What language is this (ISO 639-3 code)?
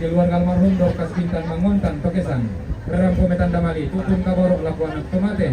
sda